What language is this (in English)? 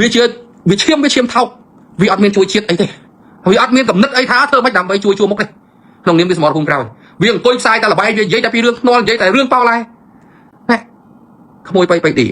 Khmer